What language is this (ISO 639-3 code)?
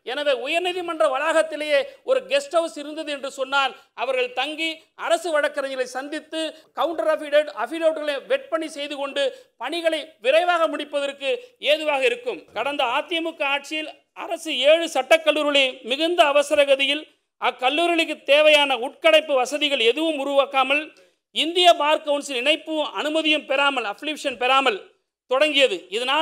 tam